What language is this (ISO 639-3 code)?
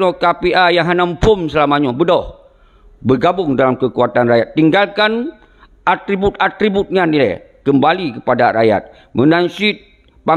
ace